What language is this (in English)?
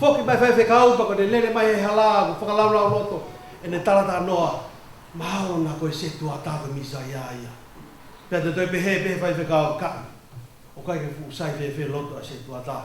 Tongan